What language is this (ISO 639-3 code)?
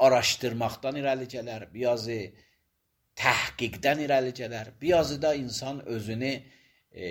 aze